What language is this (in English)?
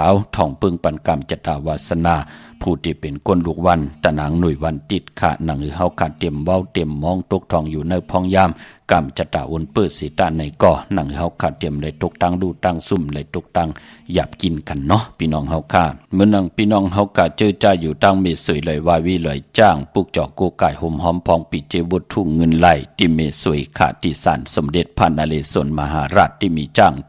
Shan